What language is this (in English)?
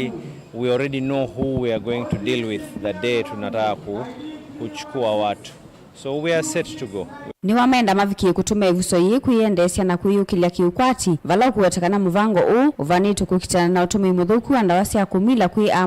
Kamba